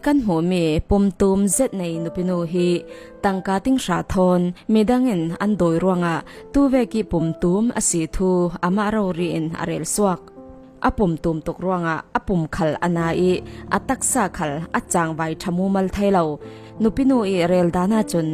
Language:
Falam Chin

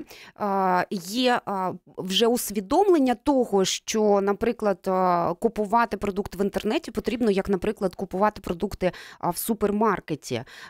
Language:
Ukrainian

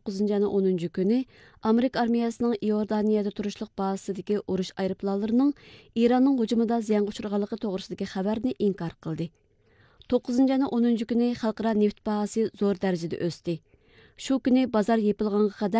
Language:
Uyghur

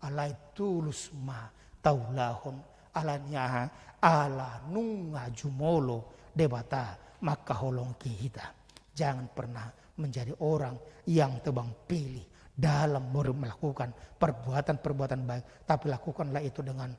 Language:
Batak Toba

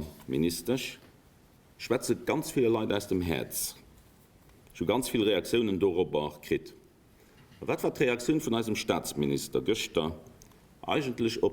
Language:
Luxembourgish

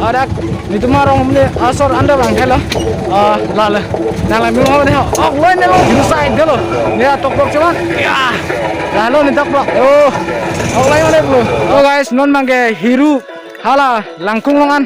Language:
Karbi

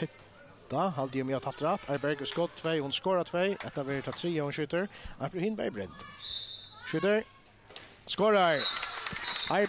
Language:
Faroese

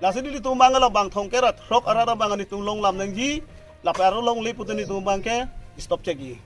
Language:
Karbi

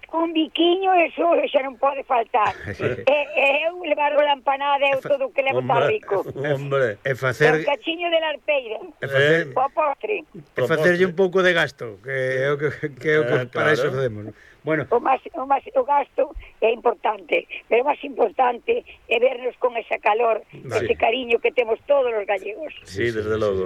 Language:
Galician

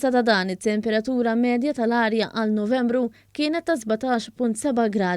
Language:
Maltese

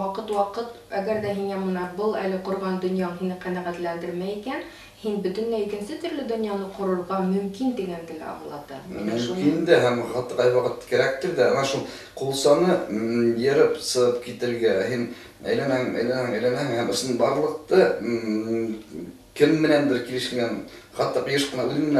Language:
Bashkir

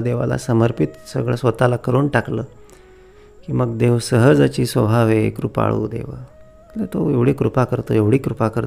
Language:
Marathi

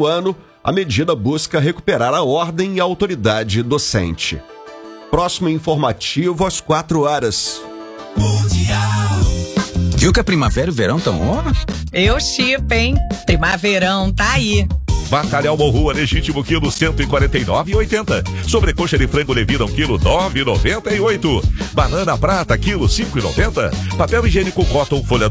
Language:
Portuguese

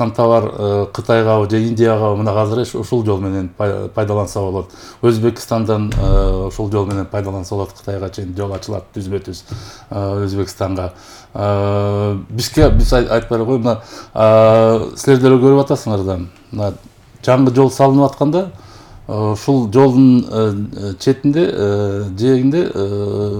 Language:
Kyrgyz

